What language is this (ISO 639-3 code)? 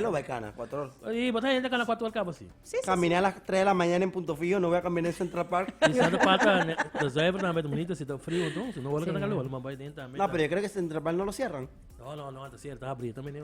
pap